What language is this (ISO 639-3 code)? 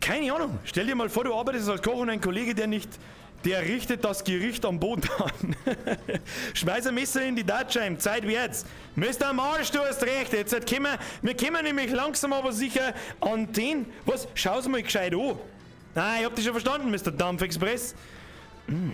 bar